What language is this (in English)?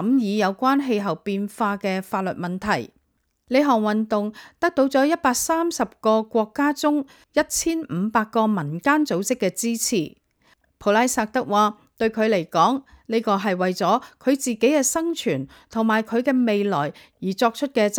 Cantonese